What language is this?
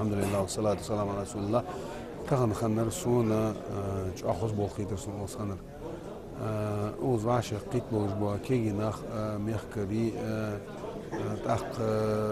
Ingush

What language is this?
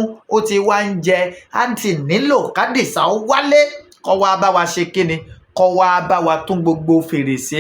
Yoruba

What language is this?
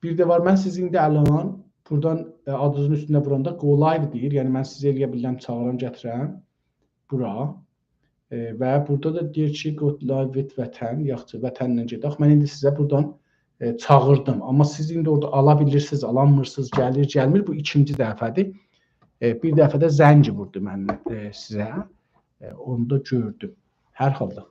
South Azerbaijani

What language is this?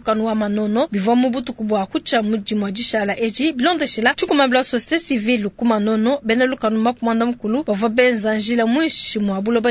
Luba-Lulua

